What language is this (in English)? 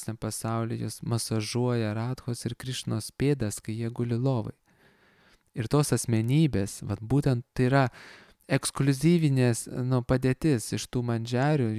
Lithuanian